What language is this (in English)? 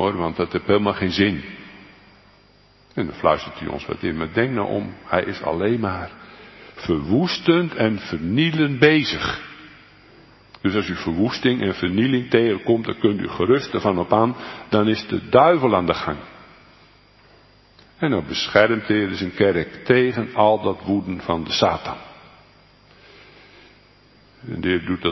Dutch